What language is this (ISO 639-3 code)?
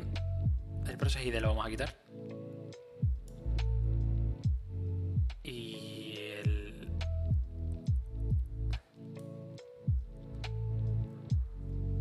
spa